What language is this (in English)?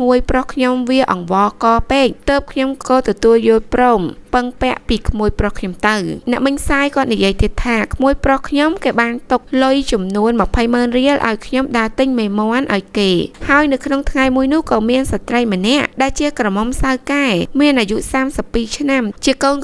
Khmer